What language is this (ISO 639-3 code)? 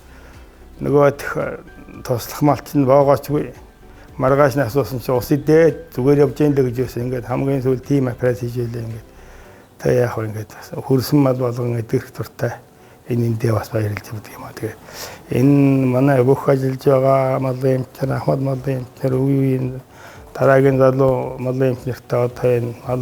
mon